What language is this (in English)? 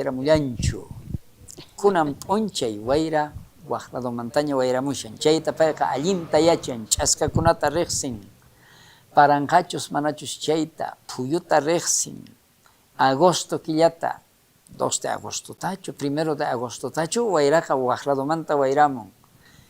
South Bolivian Quechua